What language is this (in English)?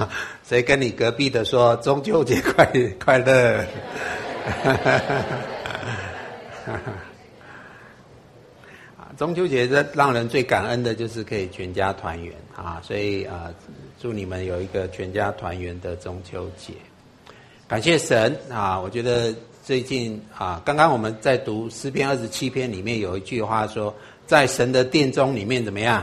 Chinese